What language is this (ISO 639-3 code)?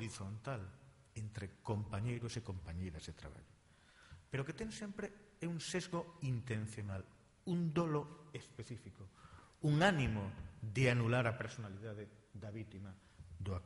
glg